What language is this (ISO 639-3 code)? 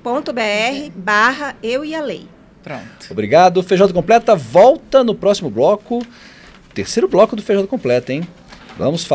por